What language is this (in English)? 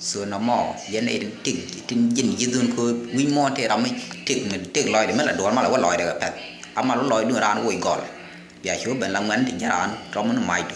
Nuer